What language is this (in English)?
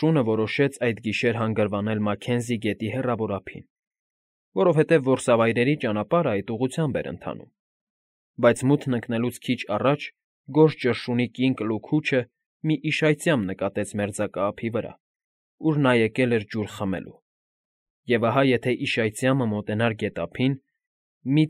Armenian